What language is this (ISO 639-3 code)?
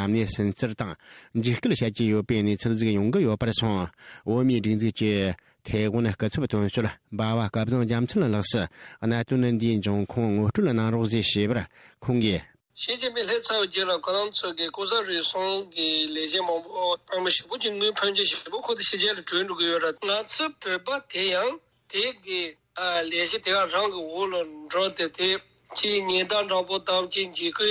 bod